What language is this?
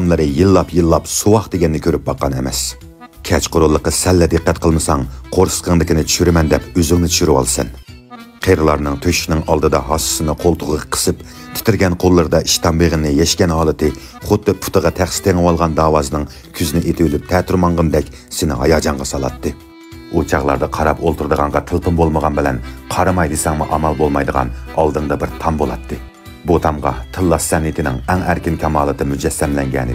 Uyghur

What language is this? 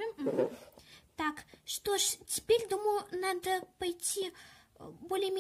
Russian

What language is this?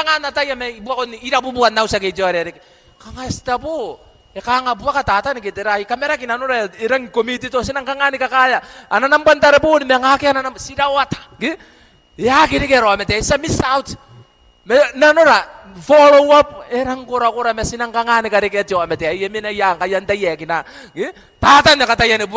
Gilbertese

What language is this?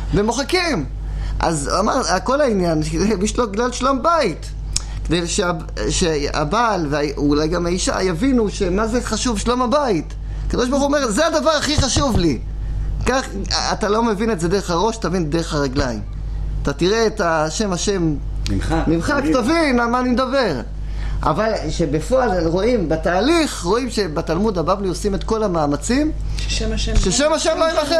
Hebrew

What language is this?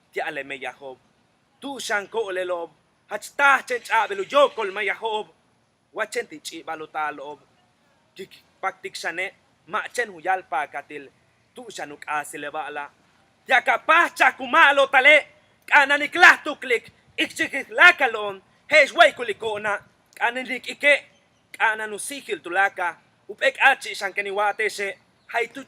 Yucateco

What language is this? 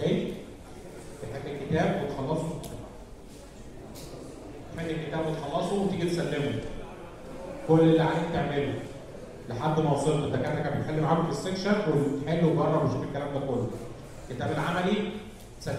Egyptian Arabic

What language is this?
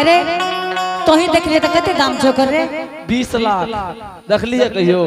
Angika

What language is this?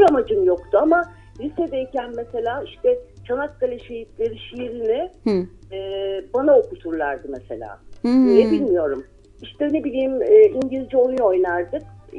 Turkish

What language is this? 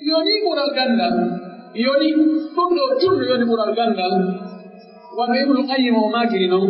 Pular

